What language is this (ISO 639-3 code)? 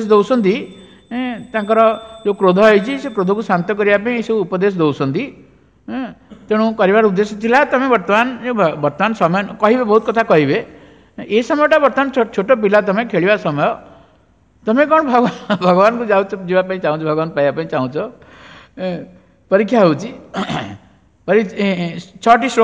ori